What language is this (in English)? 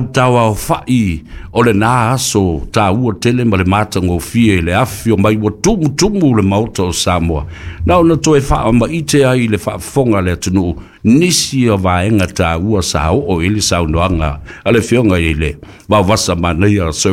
Samoan